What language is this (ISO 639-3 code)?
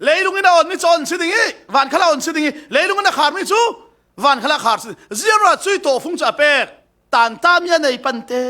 cfm